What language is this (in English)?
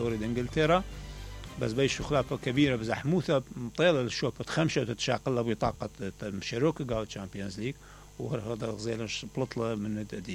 Mesopotamian Arabic